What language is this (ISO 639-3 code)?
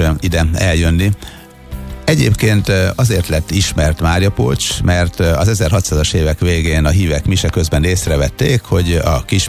hun